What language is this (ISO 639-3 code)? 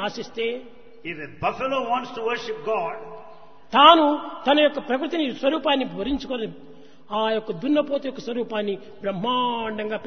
tel